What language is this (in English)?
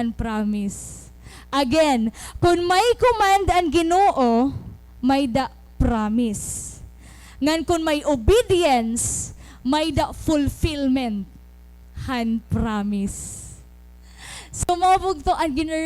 Waray